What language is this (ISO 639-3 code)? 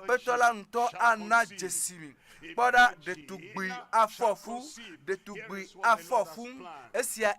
ewe